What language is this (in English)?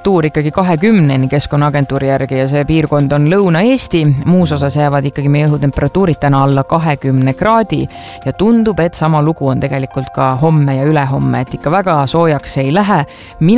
Estonian